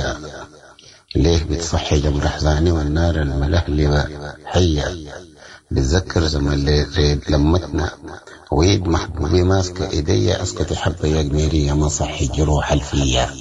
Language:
Sudanese Arabic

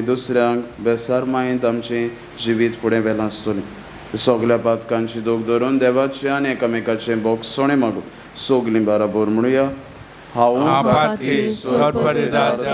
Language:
Konkani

